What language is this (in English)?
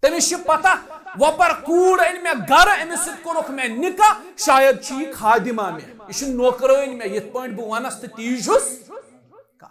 Kashmiri